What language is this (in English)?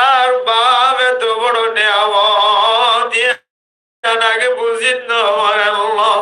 Rohingya